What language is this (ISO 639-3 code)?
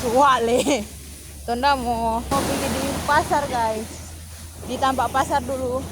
xmm